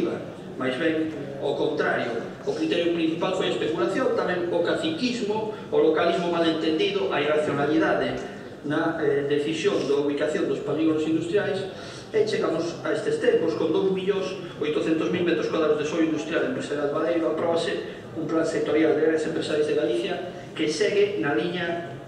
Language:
Galician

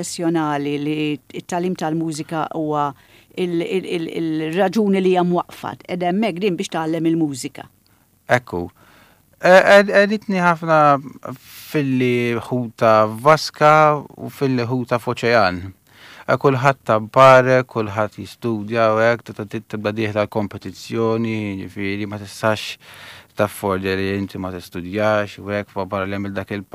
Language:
Maltese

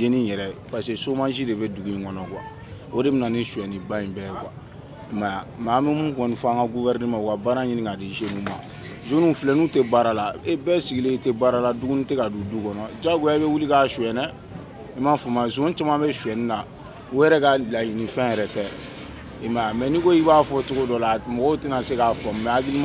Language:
Bambara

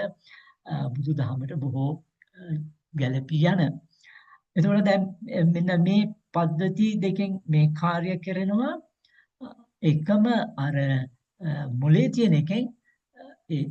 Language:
Sinhala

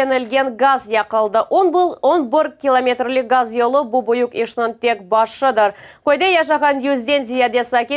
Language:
Crimean Tatar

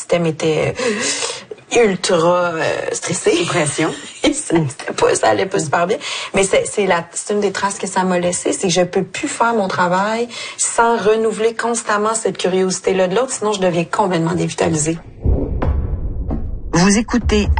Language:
French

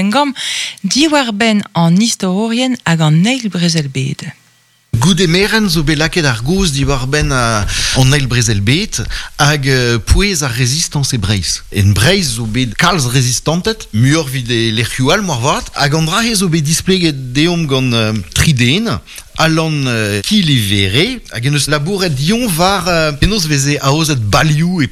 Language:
Breton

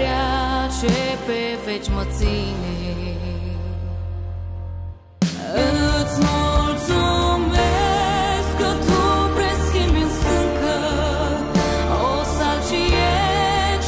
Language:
Romanian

